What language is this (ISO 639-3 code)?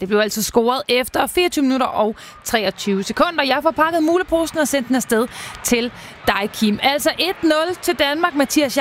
dan